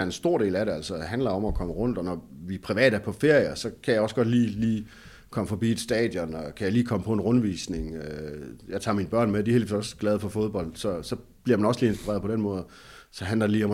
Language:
Danish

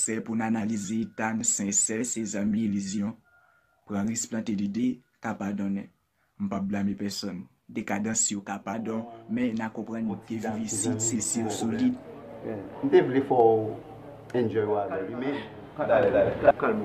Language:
Haitian Creole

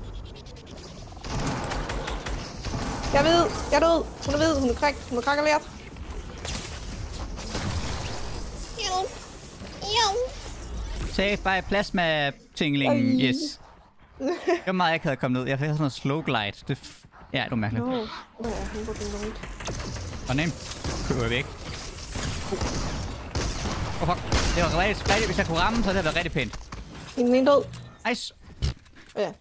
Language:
Danish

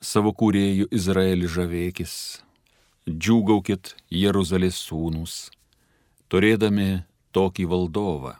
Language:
Lithuanian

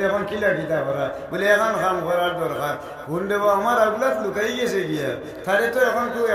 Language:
Sylheti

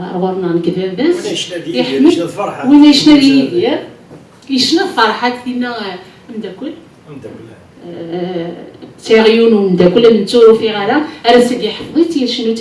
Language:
Kabyle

